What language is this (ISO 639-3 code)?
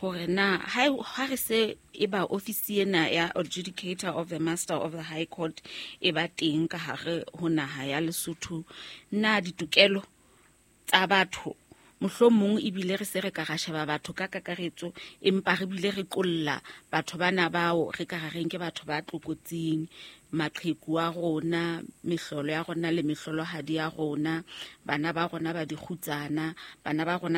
sot